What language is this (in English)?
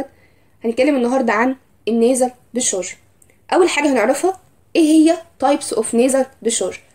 Egyptian Arabic